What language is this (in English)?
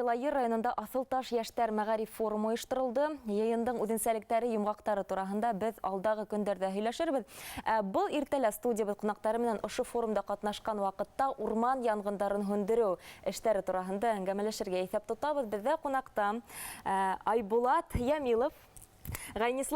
Bashkir